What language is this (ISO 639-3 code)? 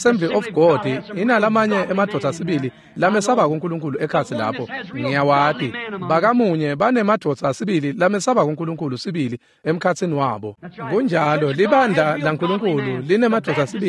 ssw